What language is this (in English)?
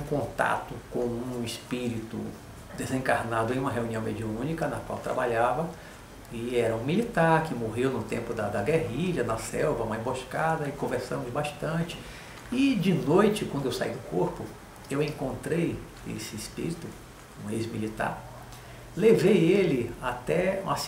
Portuguese